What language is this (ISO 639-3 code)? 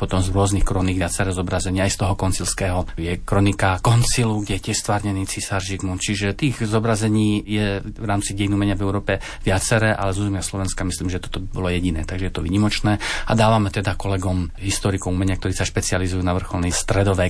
slk